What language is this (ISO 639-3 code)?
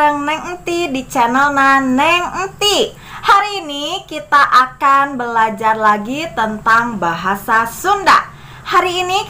sun